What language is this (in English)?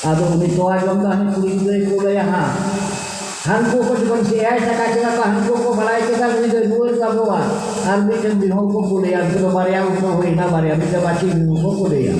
Santali